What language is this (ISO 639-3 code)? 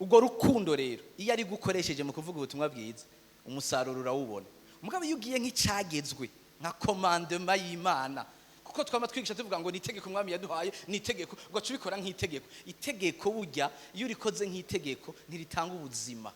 run